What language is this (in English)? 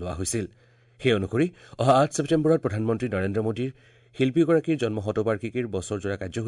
Assamese